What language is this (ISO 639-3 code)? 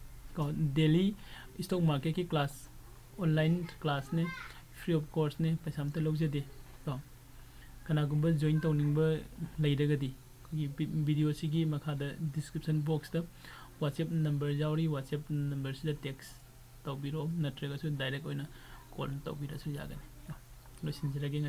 mni